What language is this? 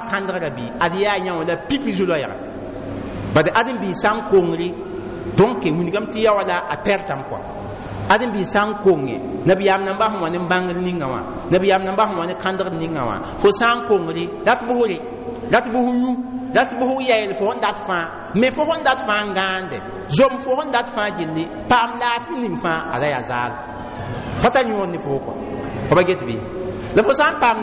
Mossi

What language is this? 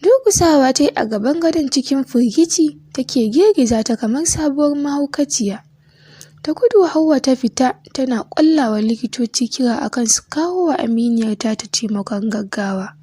Hausa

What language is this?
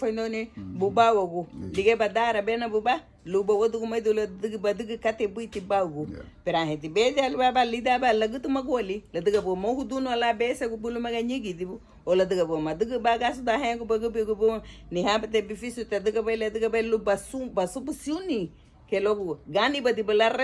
Garifuna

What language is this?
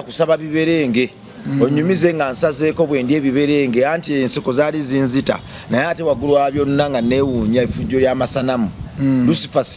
Ganda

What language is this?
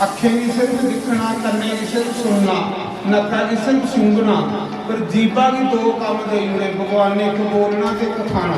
Dogri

